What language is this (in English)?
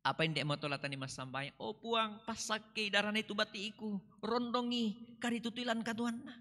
Toraja-Sa'dan